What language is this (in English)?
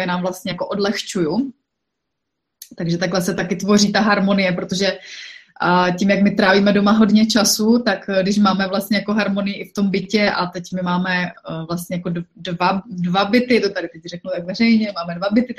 Czech